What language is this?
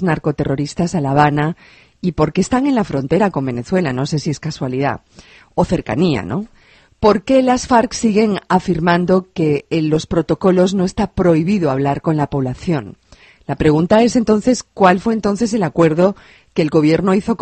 Spanish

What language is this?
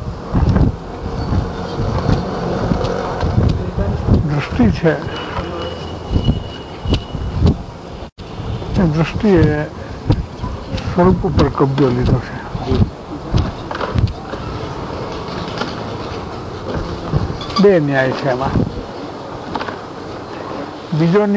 Gujarati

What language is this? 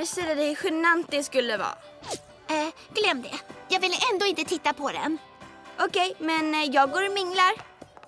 Swedish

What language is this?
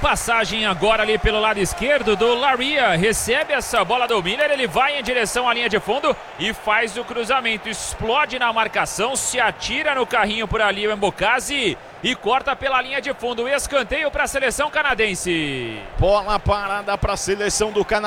Portuguese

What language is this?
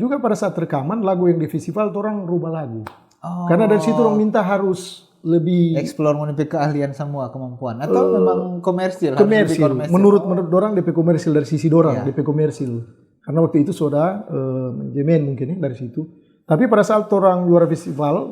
Manado Malay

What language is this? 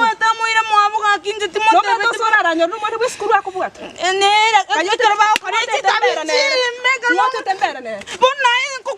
Gusii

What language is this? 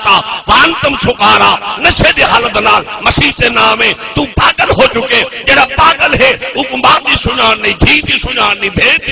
Saraiki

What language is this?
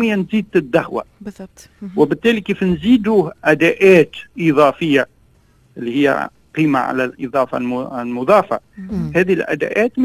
Tunisian Arabic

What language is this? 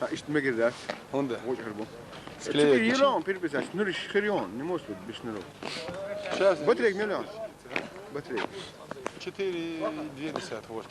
Chechen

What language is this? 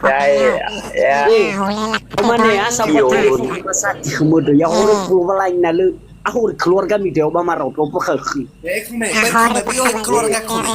Nias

